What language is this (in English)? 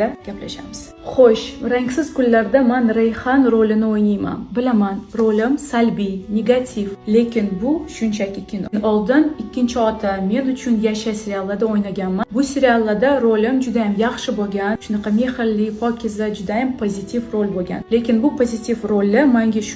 Uzbek